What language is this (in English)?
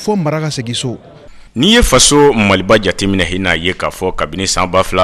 Bambara